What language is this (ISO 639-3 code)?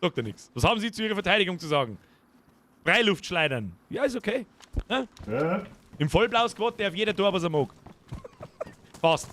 bar